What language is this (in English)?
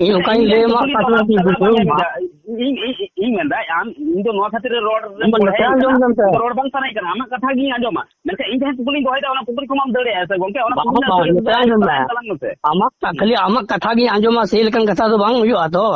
Santali